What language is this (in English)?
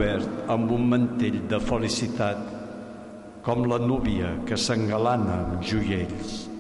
Catalan